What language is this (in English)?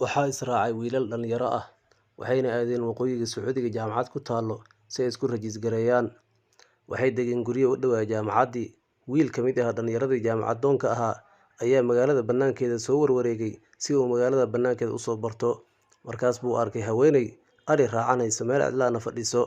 Somali